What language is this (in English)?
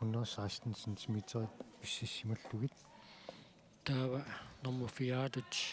Kalaallisut